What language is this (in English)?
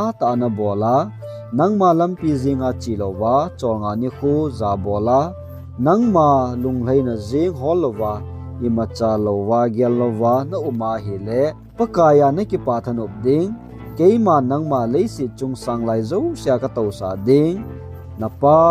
Thado Chin